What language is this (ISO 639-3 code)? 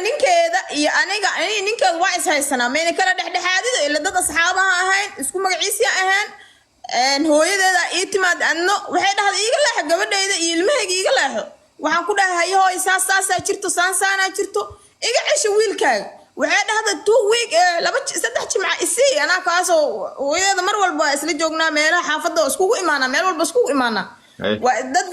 som